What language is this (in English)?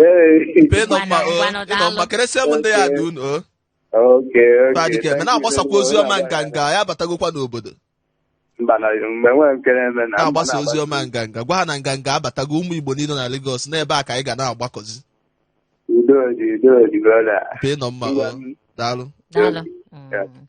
Igbo